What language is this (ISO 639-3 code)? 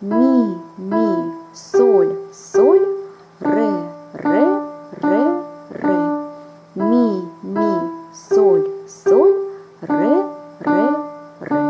tat